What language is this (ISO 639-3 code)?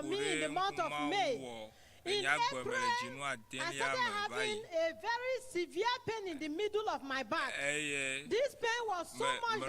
ewe